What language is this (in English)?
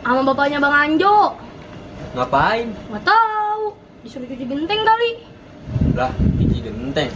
Betawi